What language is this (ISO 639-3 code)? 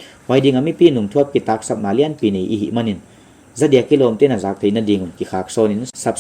pck